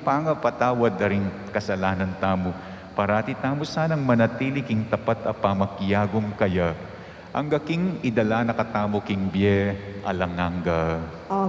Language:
Pampanga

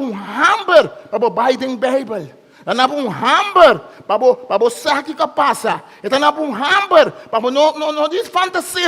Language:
Papiamento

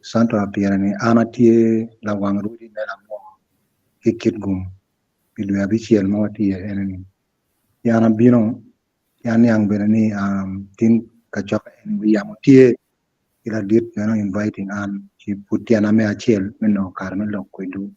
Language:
Acoli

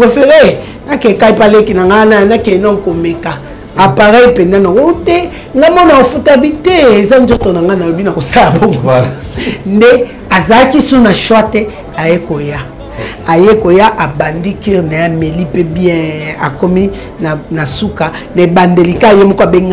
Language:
Lingala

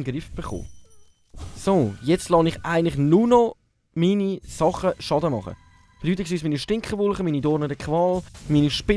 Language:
Swiss German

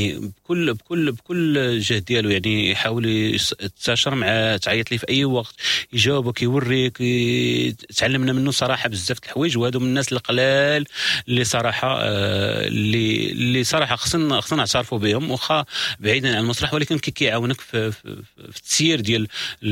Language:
Moroccan Arabic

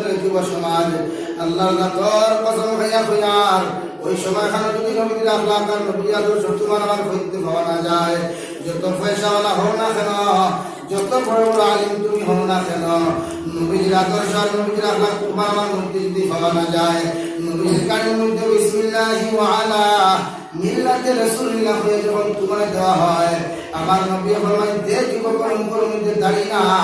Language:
Sylheti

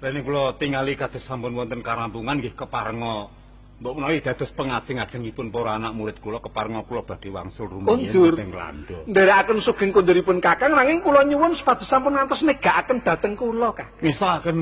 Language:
Javanese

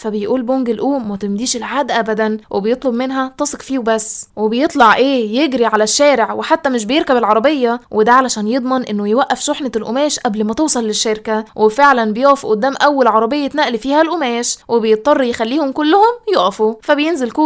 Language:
Egyptian Arabic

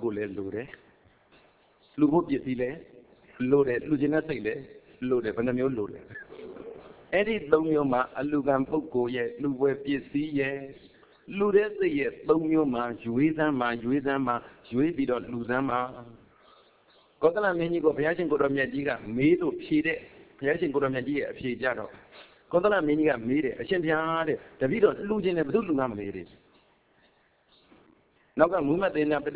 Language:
Burmese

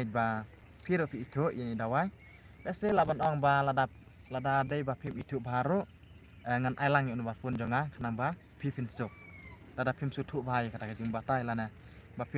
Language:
Khasi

